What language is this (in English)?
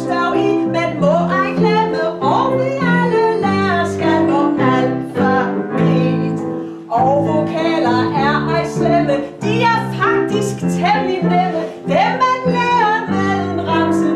Danish